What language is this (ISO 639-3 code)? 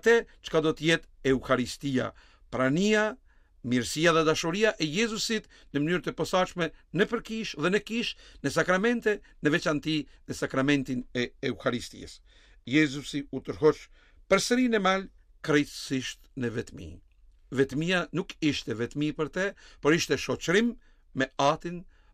sqi